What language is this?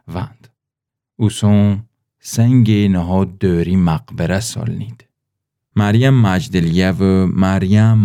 Gilaki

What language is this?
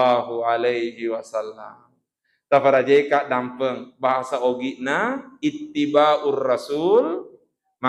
Buginese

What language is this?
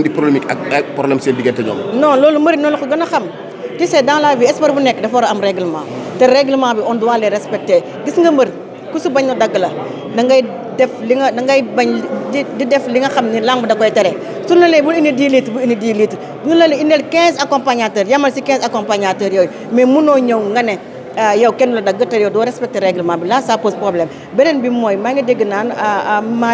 Wolof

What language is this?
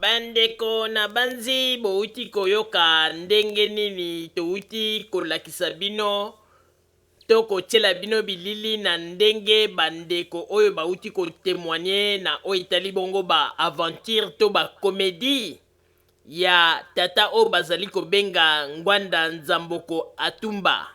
Lingala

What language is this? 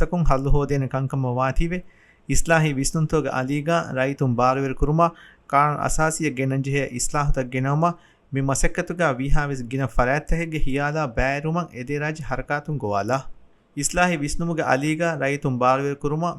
Divehi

